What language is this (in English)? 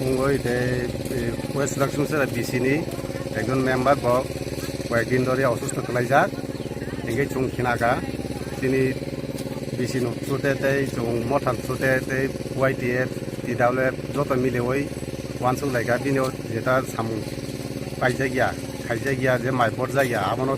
Kok Borok